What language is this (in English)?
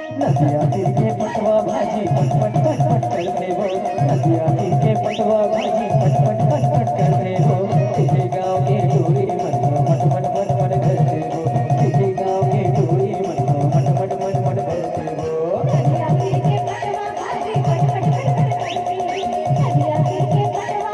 Chhattisgarhi